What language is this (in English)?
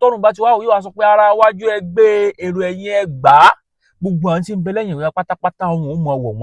Yoruba